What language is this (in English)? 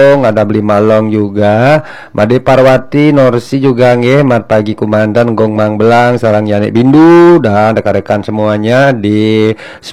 Balinese